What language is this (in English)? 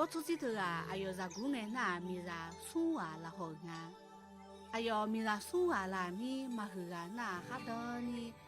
Akha